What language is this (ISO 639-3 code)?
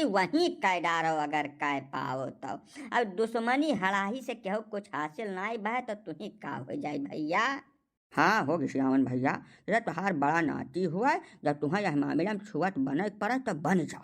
awa